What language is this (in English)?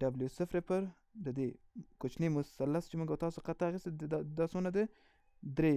Pashto